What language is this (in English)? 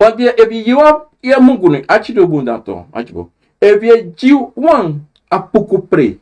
Sranan Tongo